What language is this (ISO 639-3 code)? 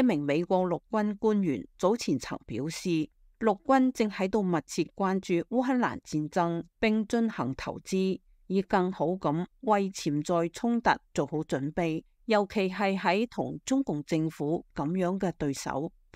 yue